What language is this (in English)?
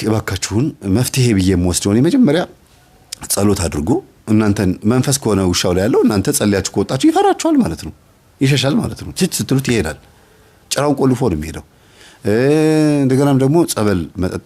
Amharic